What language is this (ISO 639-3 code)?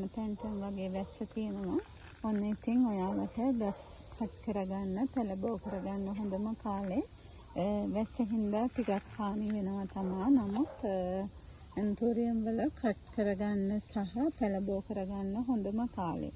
sin